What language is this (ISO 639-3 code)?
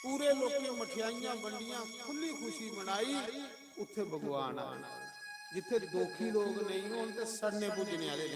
doi